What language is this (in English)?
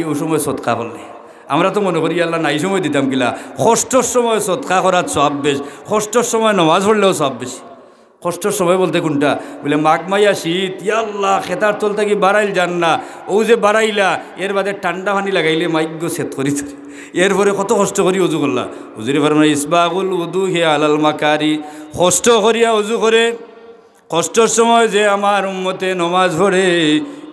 Sylheti